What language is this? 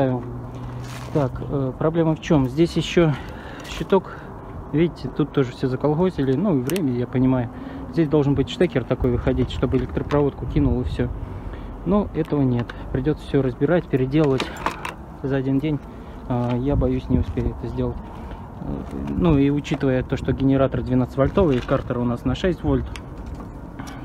Russian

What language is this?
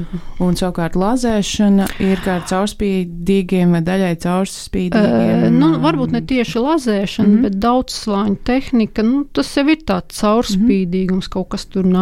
Latvian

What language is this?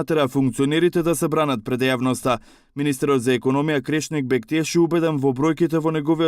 Macedonian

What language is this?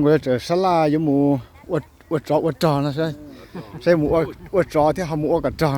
Hmong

